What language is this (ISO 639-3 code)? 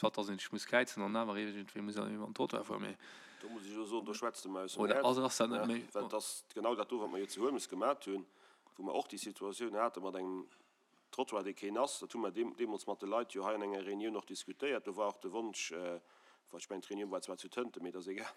ltz